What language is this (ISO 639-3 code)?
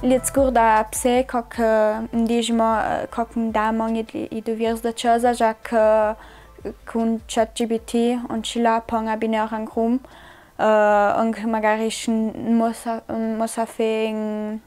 lld